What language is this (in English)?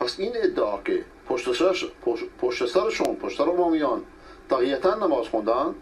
Persian